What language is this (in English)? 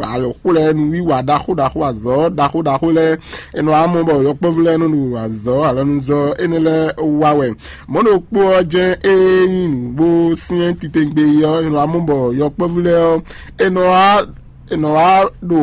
Fon